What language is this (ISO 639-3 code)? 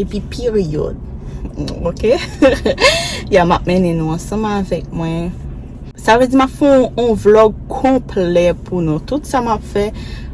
hat